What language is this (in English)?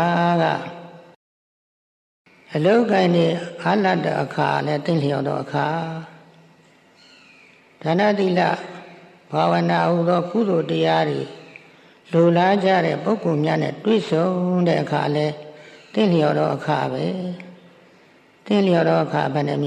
Burmese